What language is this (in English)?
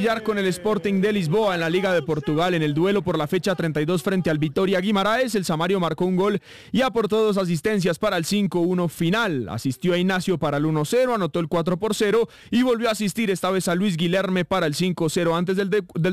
Spanish